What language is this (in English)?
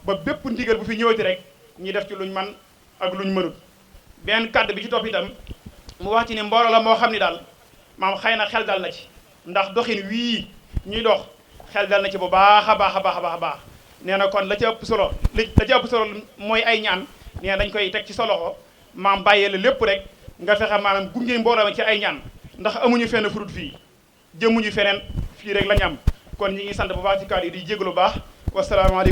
Wolof